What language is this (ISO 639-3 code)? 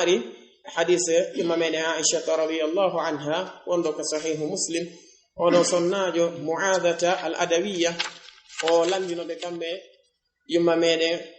ful